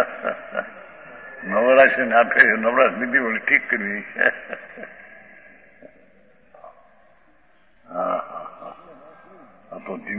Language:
Gujarati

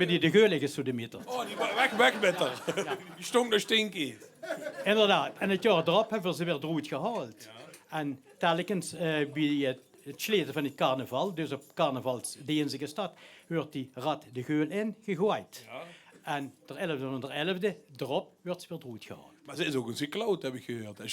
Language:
Limburgish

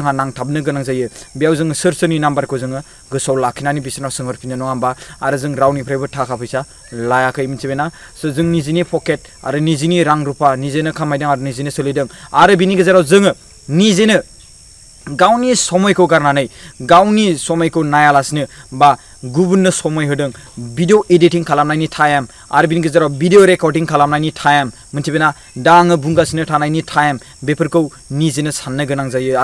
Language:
Bodo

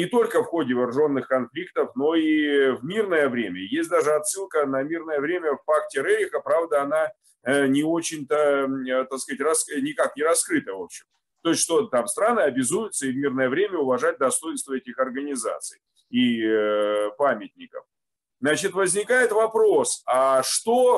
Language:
Russian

